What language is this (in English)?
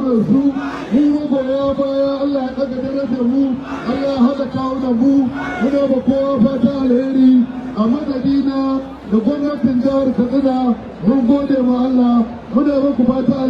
Hausa